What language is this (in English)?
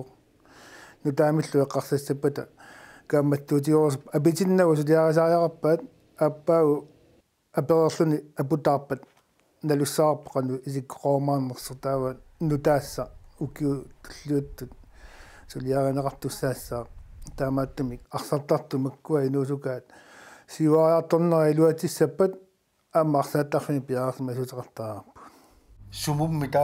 Kalaallisut